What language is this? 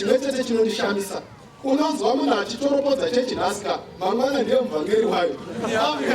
Shona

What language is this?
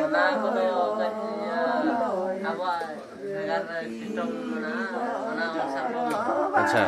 Santali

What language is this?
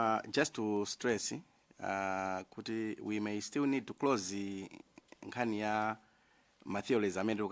Nyanja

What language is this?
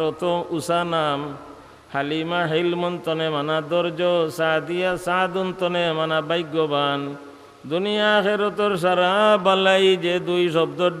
Sylheti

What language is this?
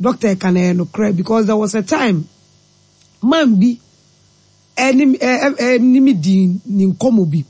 Akan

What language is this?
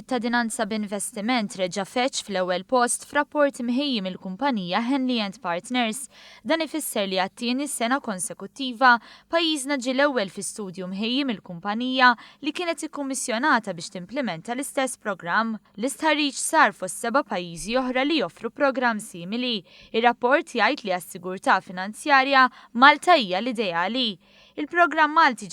Maltese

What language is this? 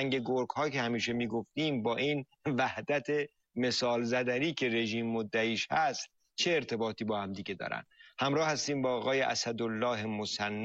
Persian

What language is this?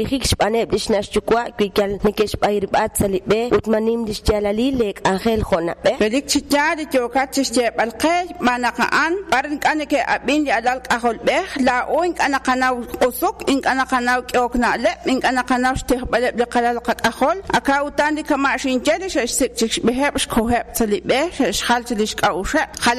Kekchí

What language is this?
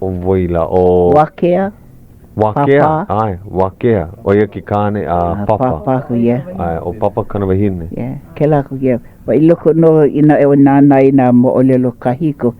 Hawaiian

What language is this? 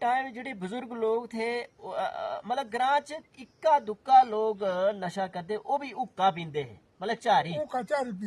Dogri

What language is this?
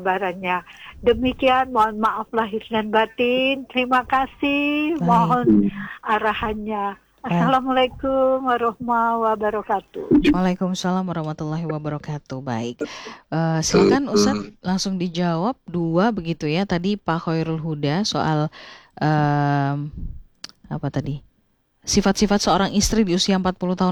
Indonesian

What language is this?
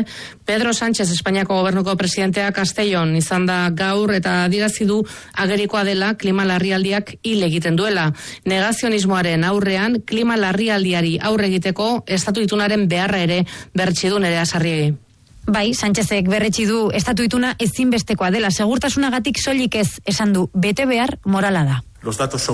Basque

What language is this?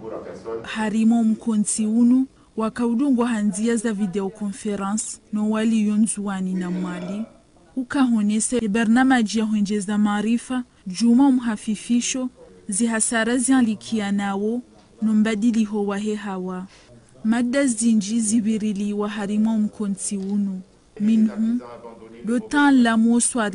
Ngazidja Comorian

